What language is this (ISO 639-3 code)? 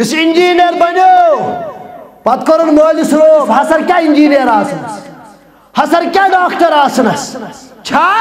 kas